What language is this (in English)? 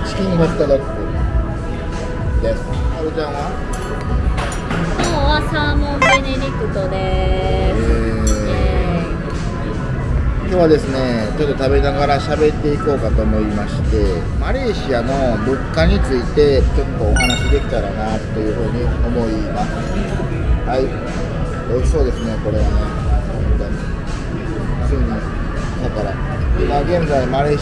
Japanese